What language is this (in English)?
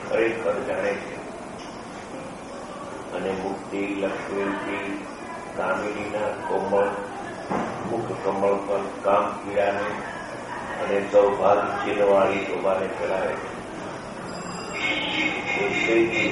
Gujarati